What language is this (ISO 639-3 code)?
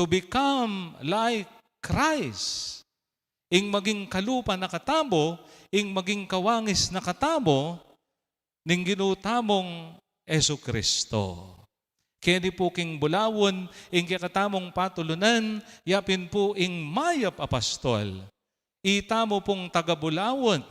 pam